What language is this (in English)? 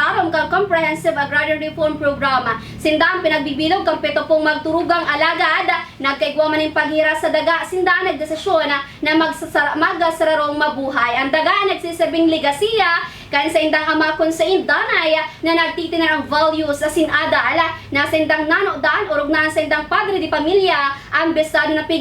Bikol